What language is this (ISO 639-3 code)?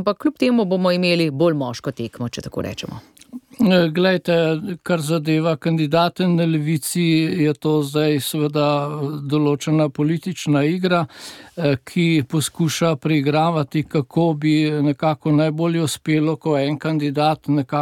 slv